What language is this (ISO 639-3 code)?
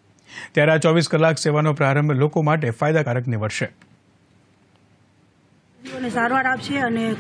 guj